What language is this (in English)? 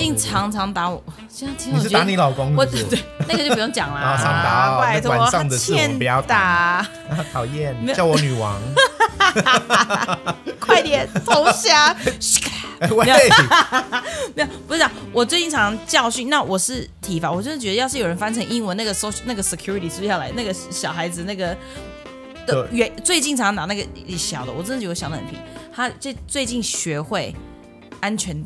Chinese